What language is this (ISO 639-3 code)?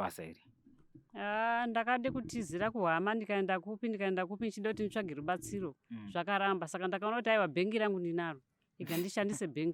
sna